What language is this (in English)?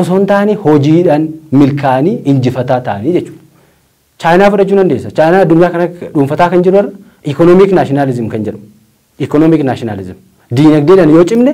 Oromo